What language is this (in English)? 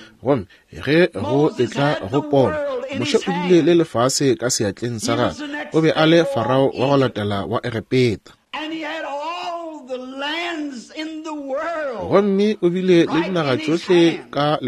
Northern Sotho